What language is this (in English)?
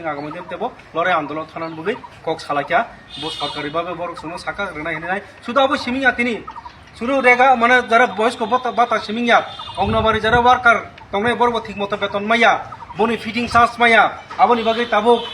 Kok Borok